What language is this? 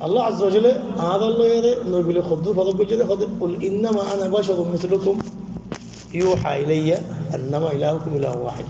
Rohingya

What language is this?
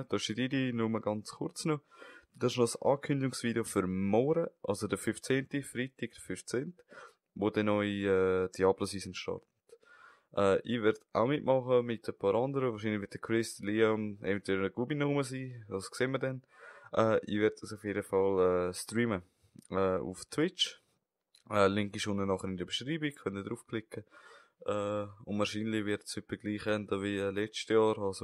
Swiss German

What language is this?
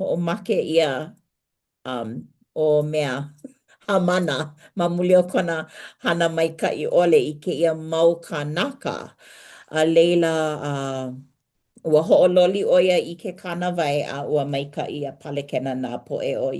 Hawaiian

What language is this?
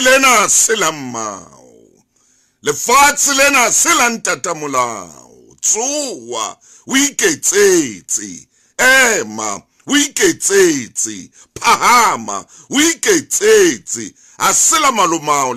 Southern Sotho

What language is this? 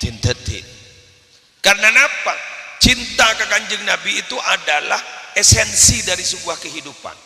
Madurese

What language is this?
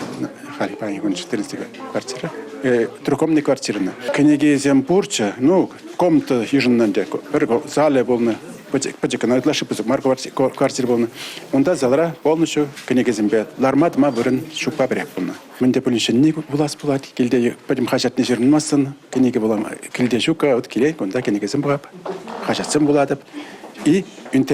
Chuvash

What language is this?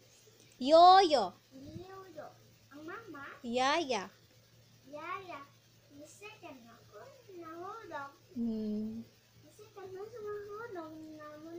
Cebuano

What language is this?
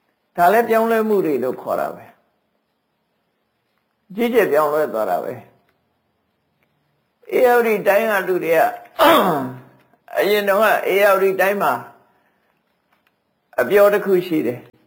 Burmese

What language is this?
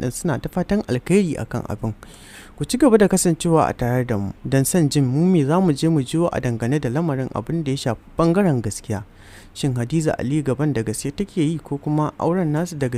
Hausa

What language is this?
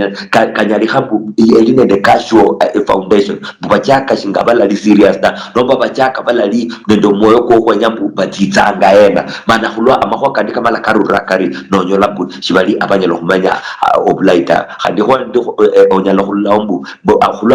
Luyia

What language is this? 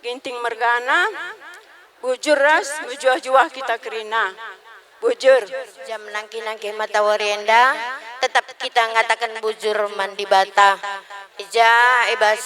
Batak Karo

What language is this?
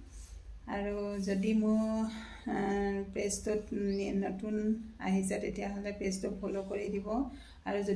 Assamese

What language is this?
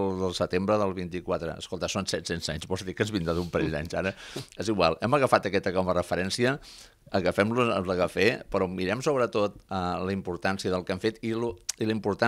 Catalan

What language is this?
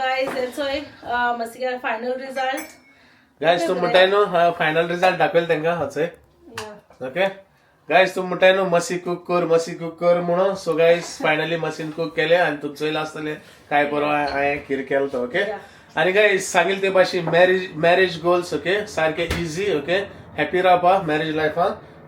Konkani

